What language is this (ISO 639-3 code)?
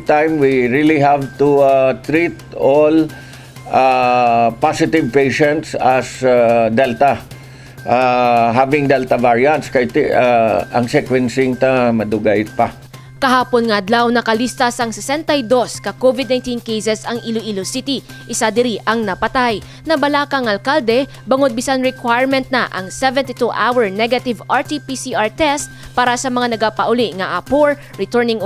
hil